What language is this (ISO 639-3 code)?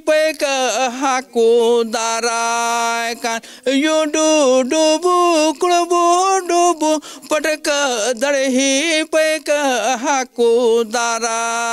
sat